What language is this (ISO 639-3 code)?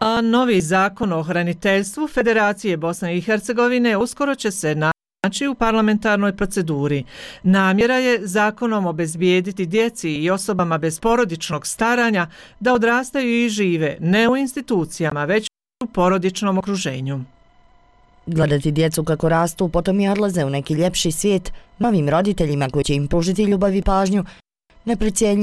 bos